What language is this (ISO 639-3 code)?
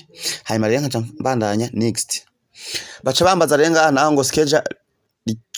run